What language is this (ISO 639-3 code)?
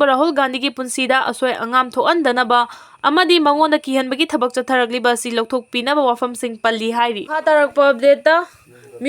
mni